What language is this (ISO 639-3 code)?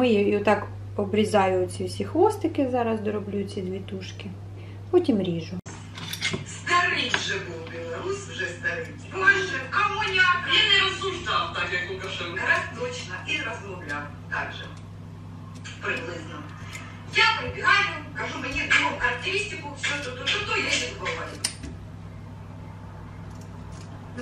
ukr